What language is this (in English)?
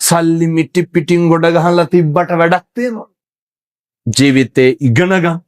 Sinhala